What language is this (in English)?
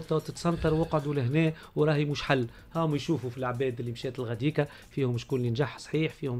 Tunisian Arabic